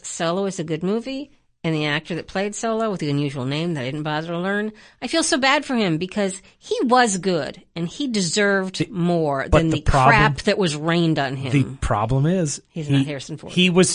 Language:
English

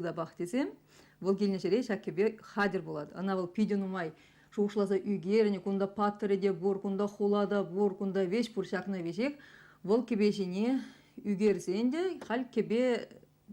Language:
Chuvash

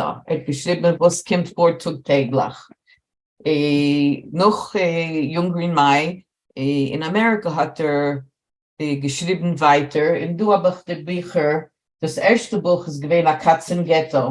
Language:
Yiddish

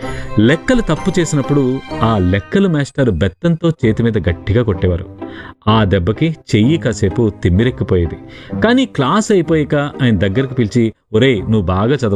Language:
Telugu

